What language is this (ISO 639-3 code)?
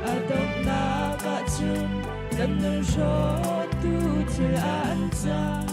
cnh